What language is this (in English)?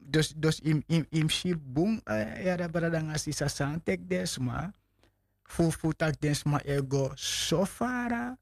Sranan Tongo